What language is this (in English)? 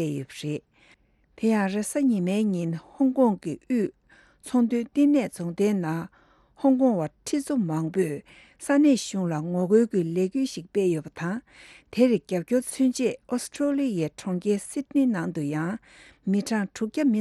Tibetan